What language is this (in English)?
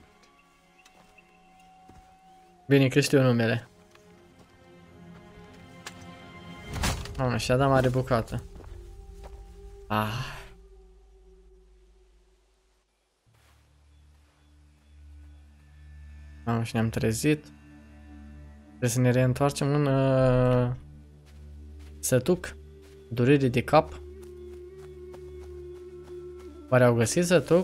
Romanian